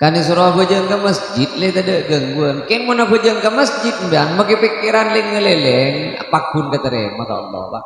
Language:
Madurese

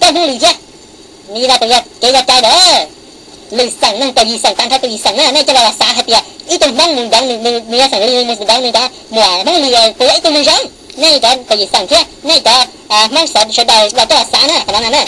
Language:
Hmong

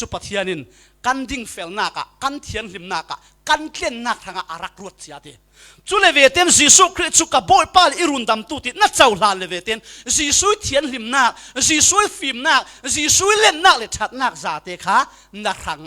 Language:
Falam Chin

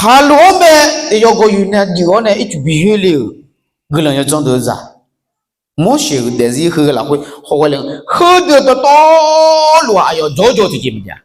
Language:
Akha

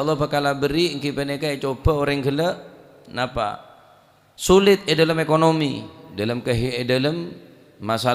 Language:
Madurese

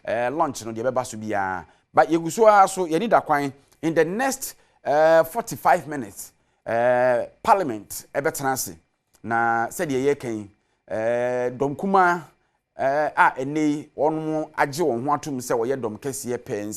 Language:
Akan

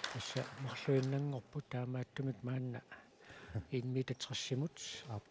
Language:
Kalaallisut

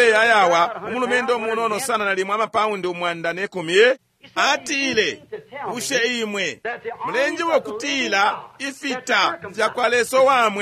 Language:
Bemba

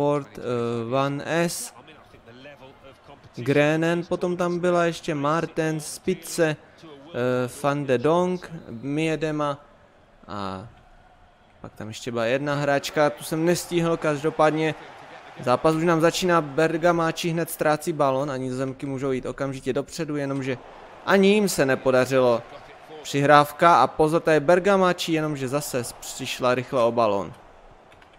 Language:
Czech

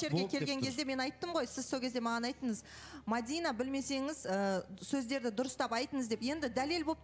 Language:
Kazakh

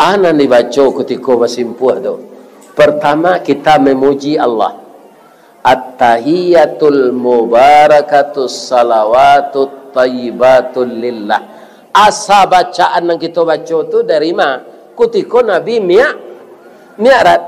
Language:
Minangkabau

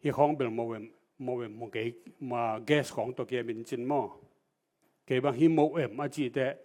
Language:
Tedim Chin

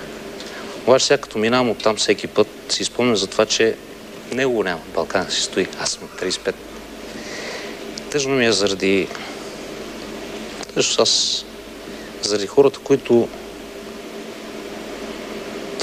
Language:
Bulgarian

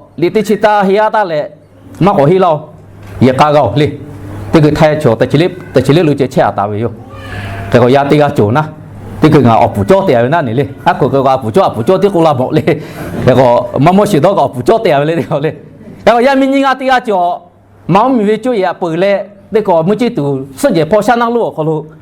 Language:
Lahu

